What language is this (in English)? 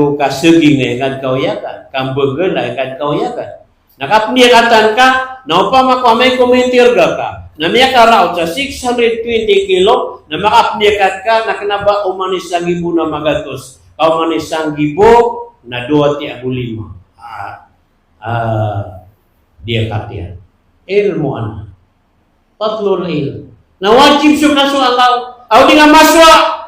Maranao